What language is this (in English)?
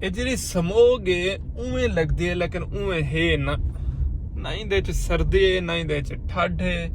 Saraiki